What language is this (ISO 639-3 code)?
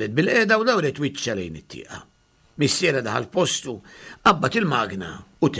mlt